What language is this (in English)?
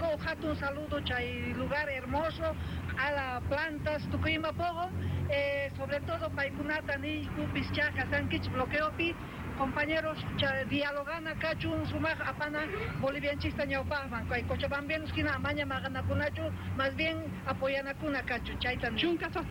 South Bolivian Quechua